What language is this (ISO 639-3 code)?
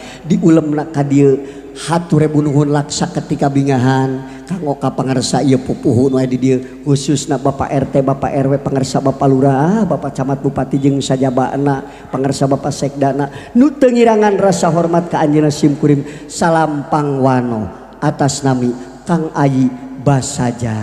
sun